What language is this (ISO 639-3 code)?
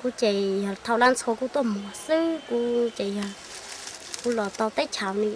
hmn